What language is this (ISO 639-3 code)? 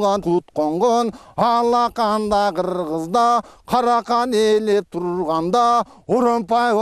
kir